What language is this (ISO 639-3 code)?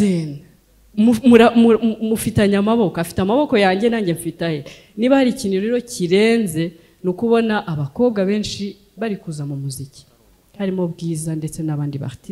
kin